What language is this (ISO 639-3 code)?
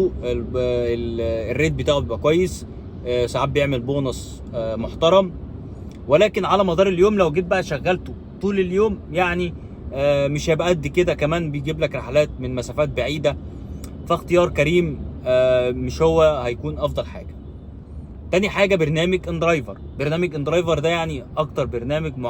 arz